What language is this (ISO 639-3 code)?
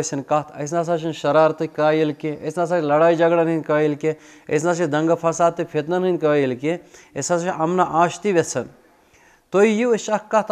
kas